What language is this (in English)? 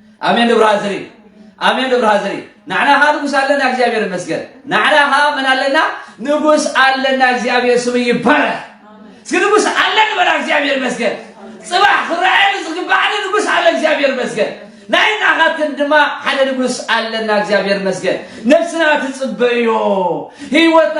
Tigrinya